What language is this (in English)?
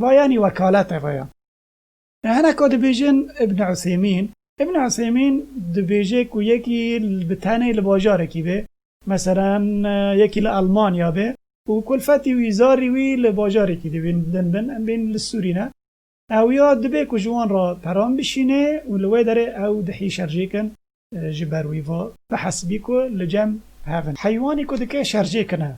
Kurdish